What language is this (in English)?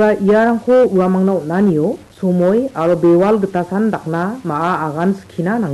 Garo